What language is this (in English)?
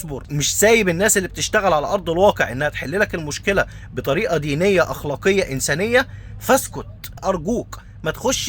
Egyptian Arabic